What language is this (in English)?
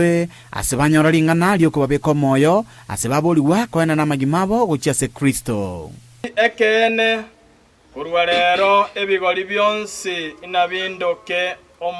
Gusii